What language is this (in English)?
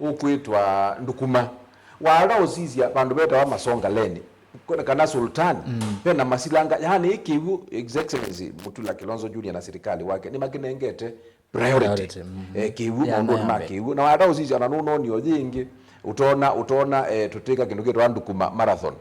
Kamba